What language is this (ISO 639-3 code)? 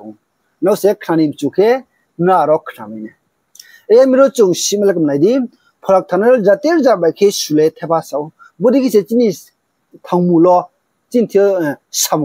ria